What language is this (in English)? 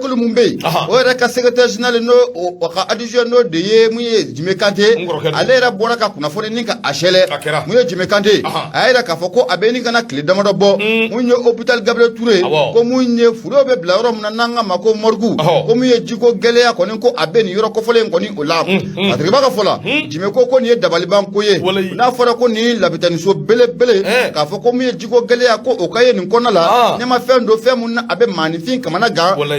Bambara